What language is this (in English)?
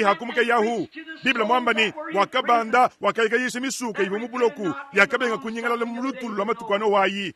Luba-Lulua